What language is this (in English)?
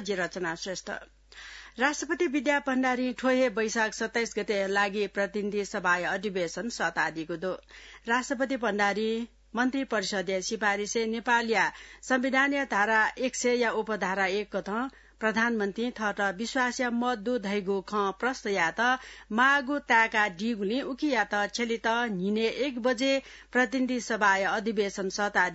Newari